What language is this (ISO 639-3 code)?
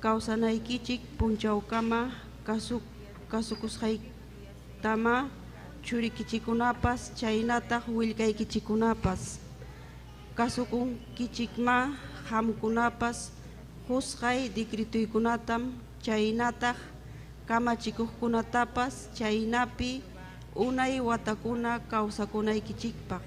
quy